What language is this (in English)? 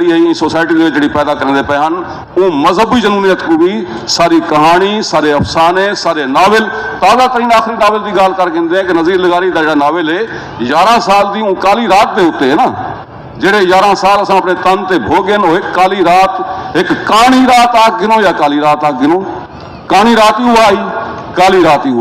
Saraiki